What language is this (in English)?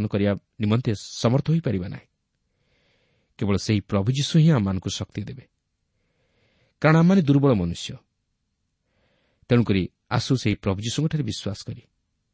Odia